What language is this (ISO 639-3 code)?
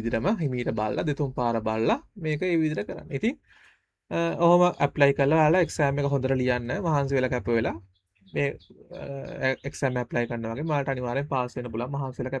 sin